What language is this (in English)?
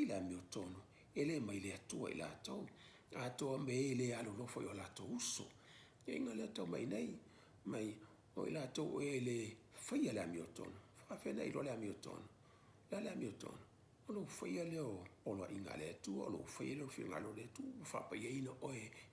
Samoan